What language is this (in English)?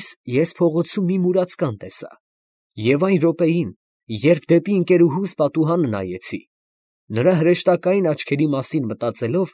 Armenian